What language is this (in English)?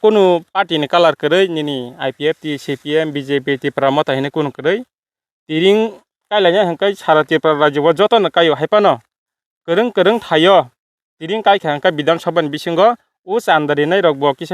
Kok Borok